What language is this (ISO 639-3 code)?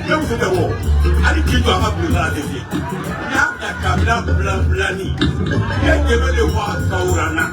bam